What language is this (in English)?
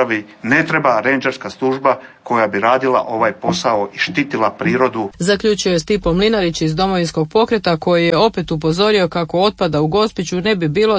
Croatian